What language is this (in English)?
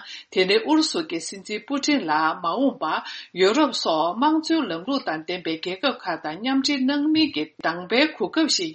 Tibetan